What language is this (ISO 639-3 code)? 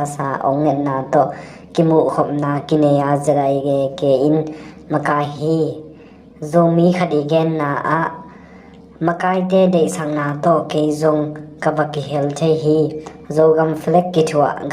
ctd